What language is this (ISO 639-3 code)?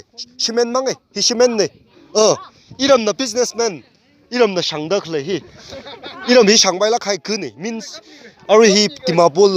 nmf